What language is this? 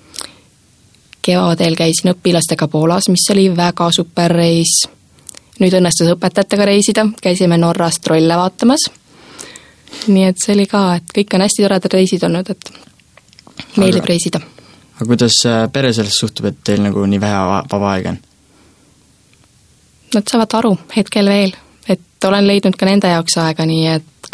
Estonian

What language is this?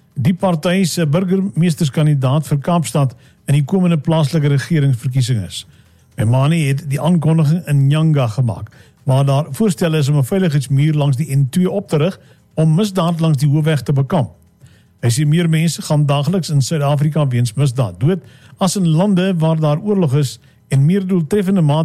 Afrikaans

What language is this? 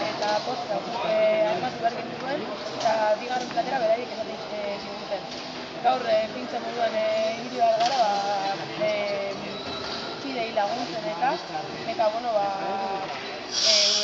Basque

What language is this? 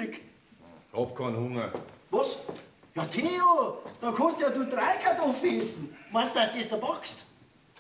Bavarian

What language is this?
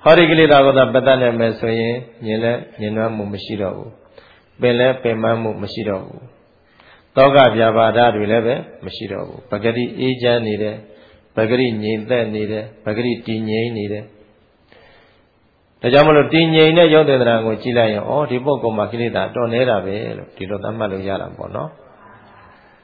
Burmese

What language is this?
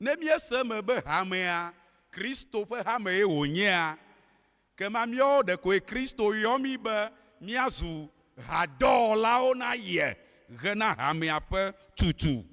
Ewe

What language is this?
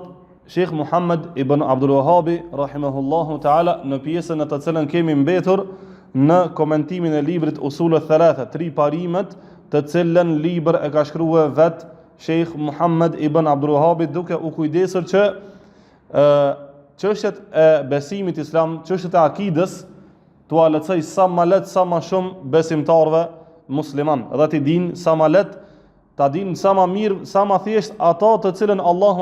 Albanian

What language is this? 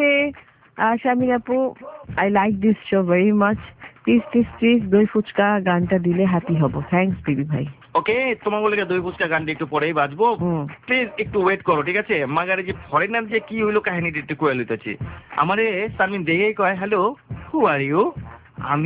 Bangla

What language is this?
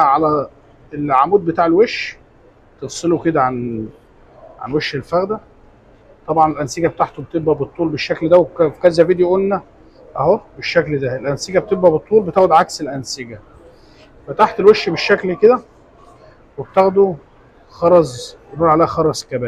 Egyptian Arabic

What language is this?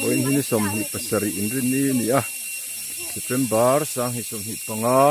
Mizo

